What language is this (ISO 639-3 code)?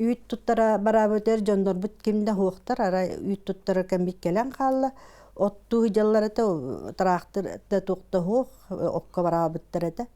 sah